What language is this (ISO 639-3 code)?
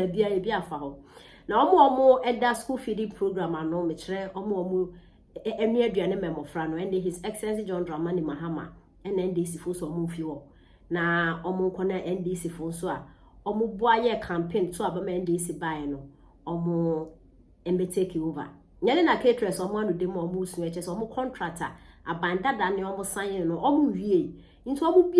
aka